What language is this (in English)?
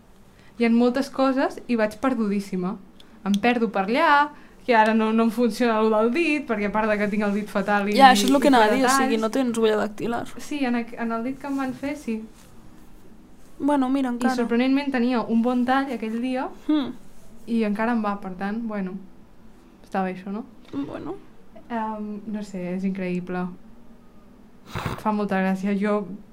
Catalan